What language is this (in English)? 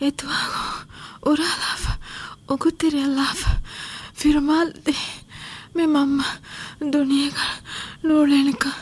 Divehi